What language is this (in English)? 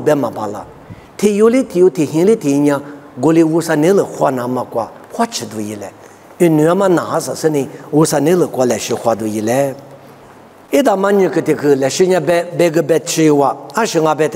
Lisu